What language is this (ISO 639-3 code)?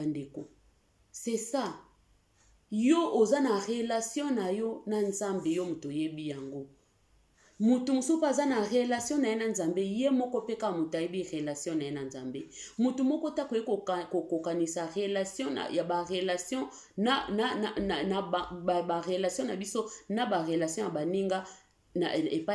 lin